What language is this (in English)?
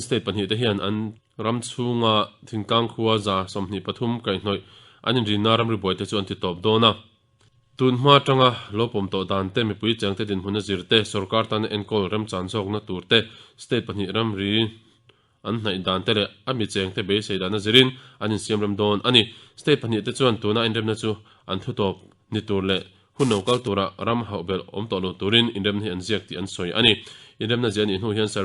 Mizo